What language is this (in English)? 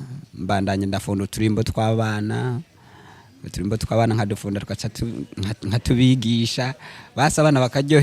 Rundi